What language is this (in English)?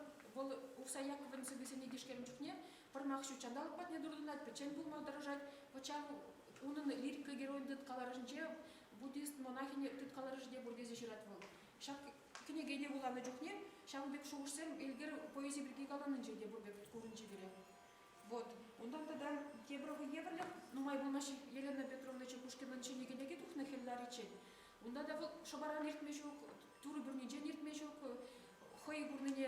Chuvash